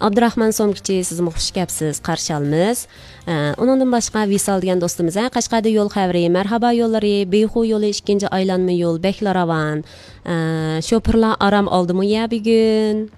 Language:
Uyghur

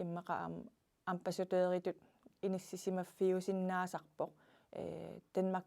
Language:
Kalaallisut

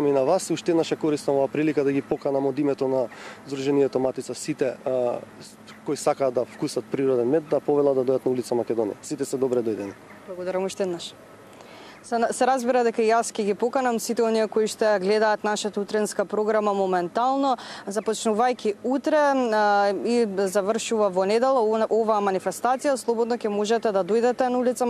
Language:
Macedonian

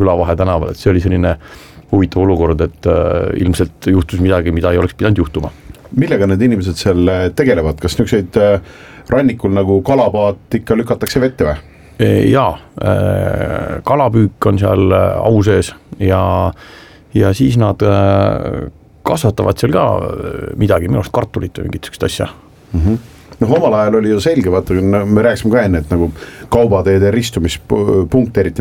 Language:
Estonian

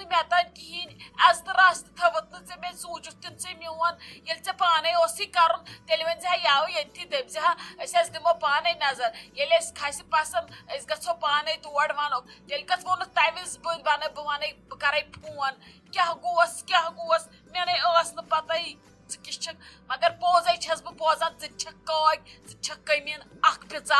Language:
Kashmiri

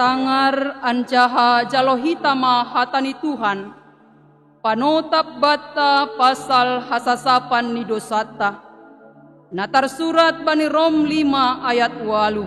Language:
Batak Simalungun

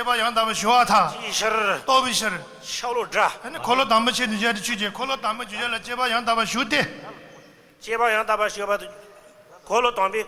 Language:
Tibetan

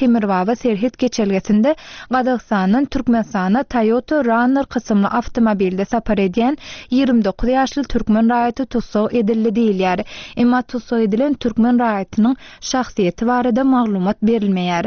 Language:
Turkmen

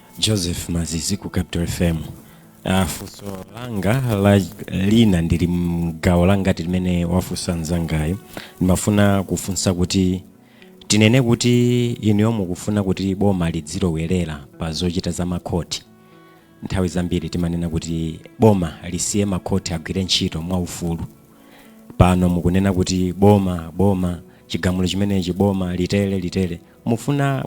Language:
Nyanja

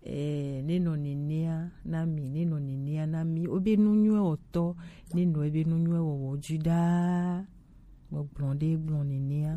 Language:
Gen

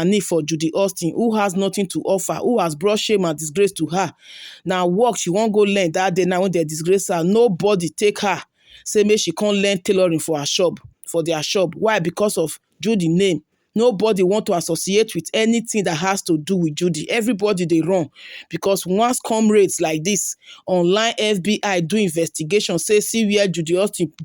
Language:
Nigerian Pidgin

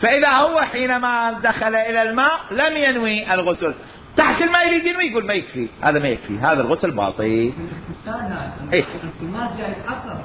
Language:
Mesopotamian Arabic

